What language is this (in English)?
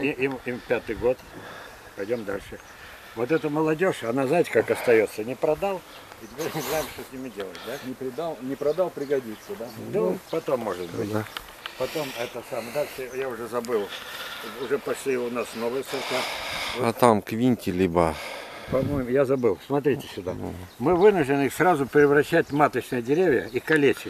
Russian